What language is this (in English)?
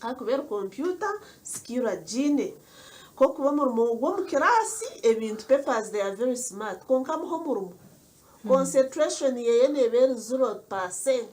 Nyankole